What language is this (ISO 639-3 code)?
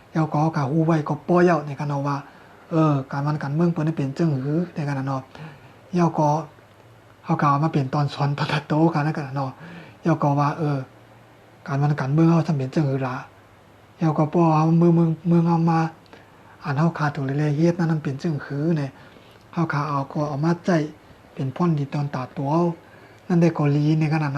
shn